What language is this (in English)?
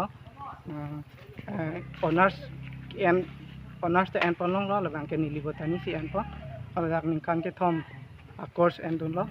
Karbi